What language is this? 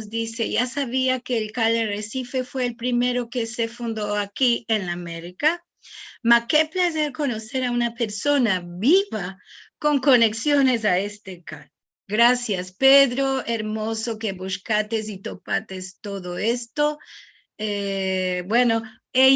Ladino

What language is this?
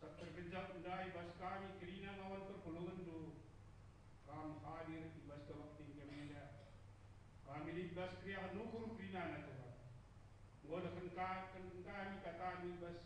Batak Karo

